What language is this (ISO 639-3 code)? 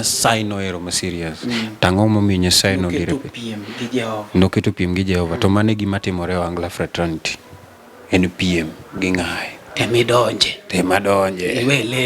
luo